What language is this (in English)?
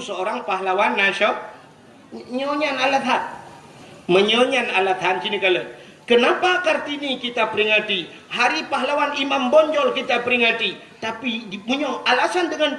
Achinese